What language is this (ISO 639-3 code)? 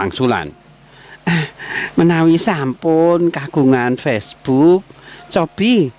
jav